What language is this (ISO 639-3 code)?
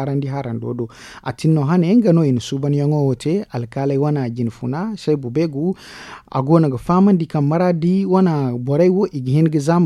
dje